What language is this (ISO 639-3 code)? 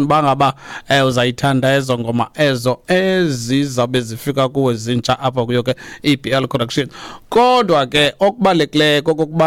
xho